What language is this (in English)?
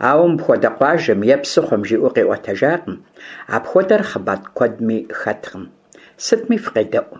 Kabardian